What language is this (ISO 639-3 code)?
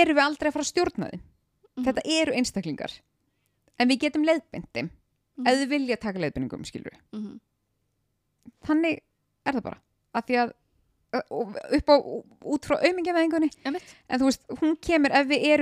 isl